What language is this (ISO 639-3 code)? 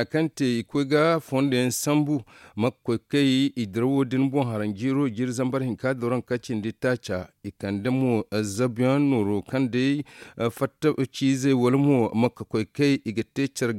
dje